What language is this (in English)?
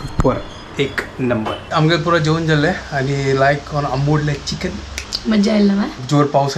Konkani